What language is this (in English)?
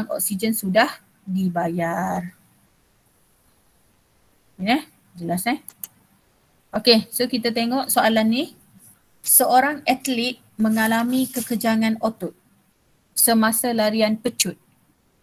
Malay